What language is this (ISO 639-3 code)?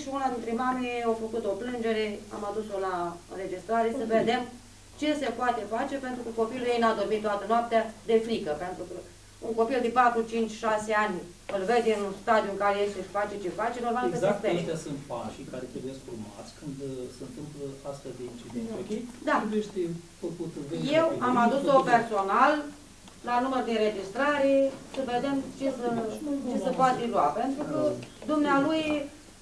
ron